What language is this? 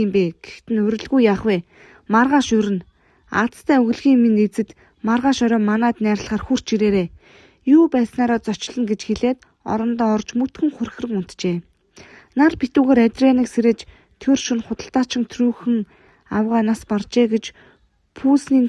Mongolian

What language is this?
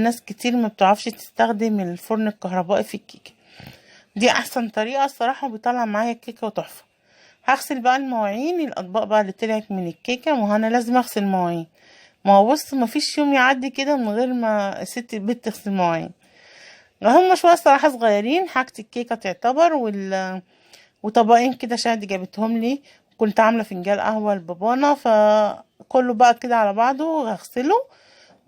Egyptian Arabic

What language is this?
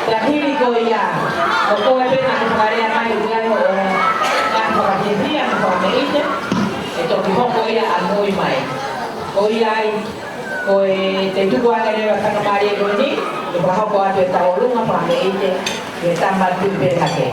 Tongan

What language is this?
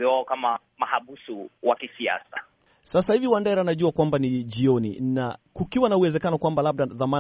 Swahili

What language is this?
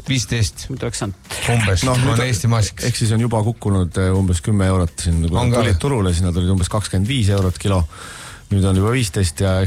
Estonian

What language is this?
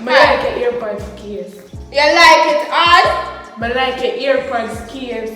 Jamaican Creole English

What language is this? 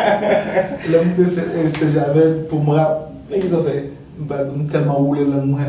Haitian Creole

